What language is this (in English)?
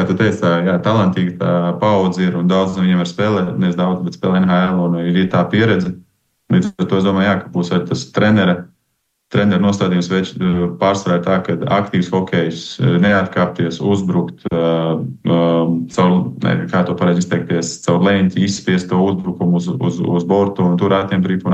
Latvian